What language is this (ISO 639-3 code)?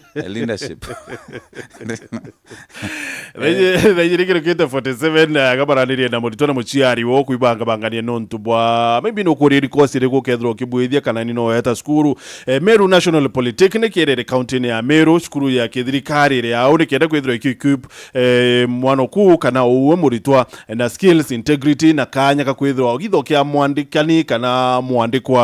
mer